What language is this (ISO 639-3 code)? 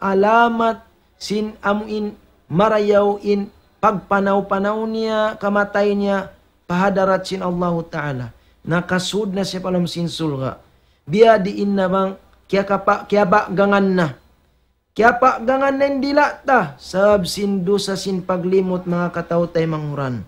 tsg